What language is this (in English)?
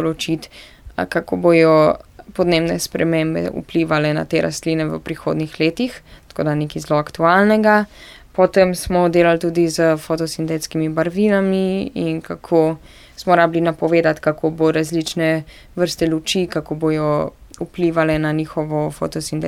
Slovenian